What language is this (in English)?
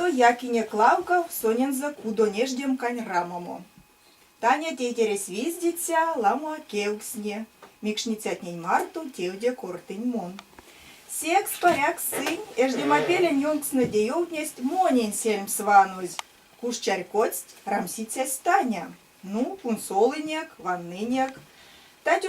Erzya